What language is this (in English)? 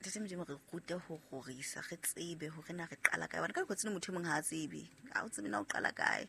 Southern Sotho